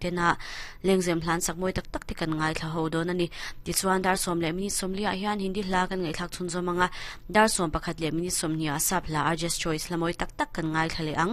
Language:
Mizo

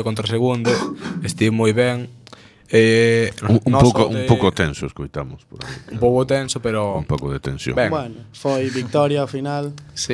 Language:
Galician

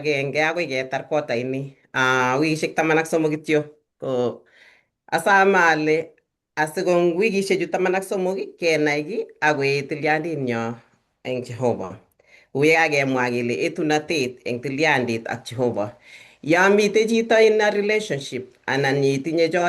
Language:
Kalenjin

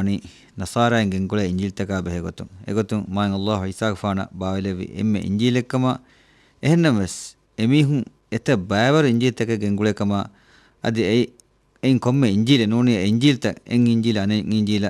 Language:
Divehi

